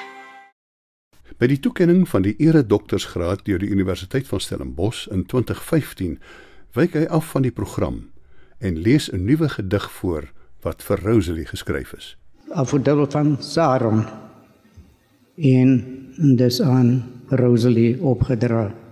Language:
Afrikaans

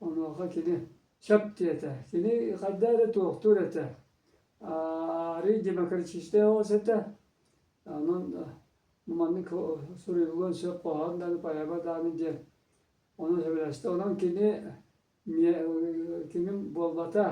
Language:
Yakut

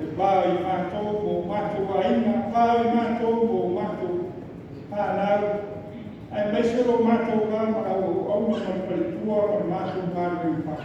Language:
Samoan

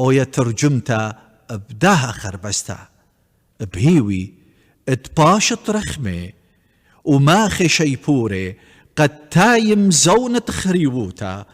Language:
Assyrian Neo-Aramaic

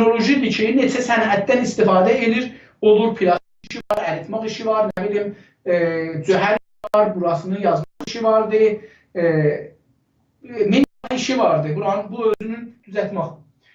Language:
South Azerbaijani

